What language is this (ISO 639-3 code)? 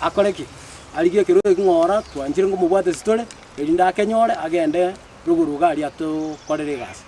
guz